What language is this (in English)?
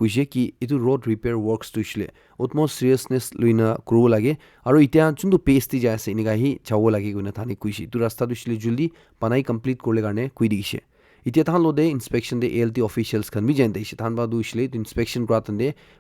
Naga Pidgin